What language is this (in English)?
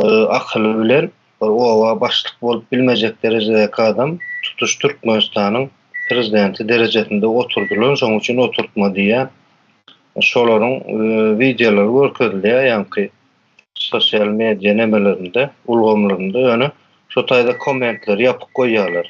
Turkmen